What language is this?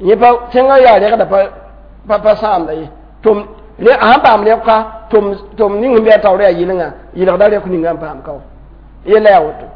Mossi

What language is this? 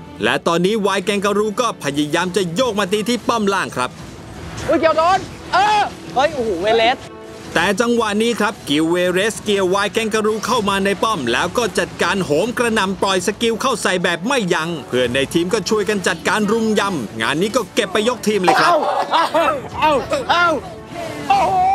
Thai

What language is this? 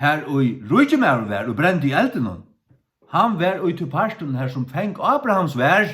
Faroese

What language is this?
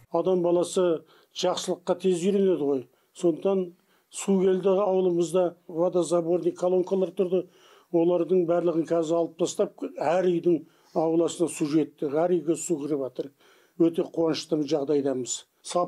Kazakh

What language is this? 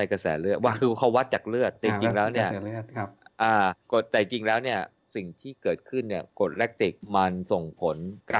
Thai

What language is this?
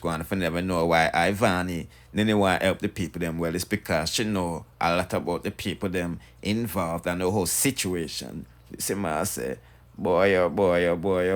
Jamaican Creole English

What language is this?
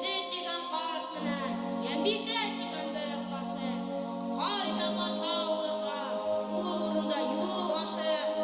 Bashkir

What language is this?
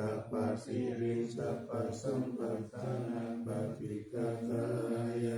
Pali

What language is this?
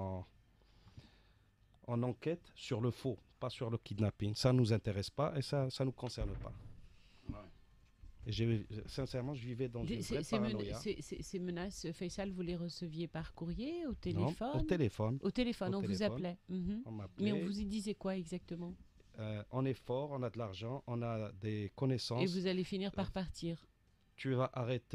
French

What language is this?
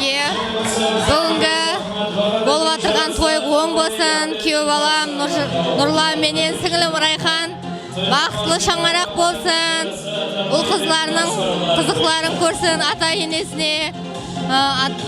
Kara-Kalpak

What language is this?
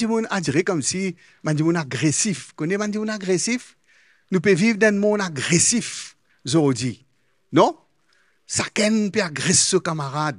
Morisyen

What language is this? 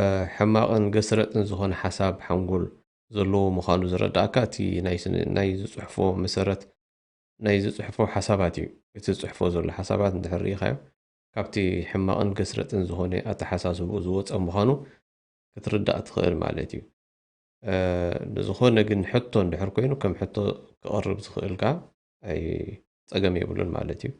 Tigrinya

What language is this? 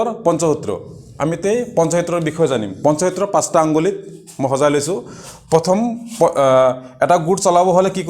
Assamese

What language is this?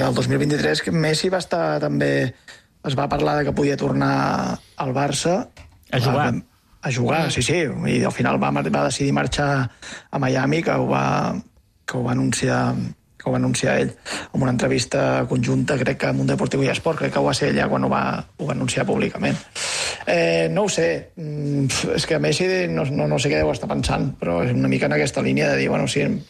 Catalan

